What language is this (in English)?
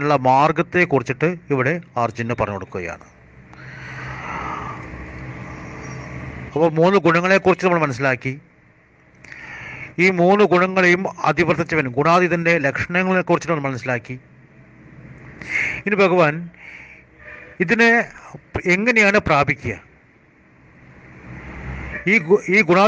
Malayalam